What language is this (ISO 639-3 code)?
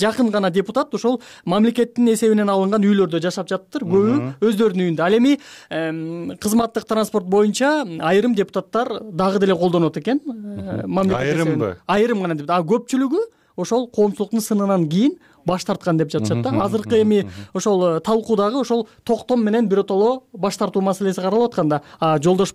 kir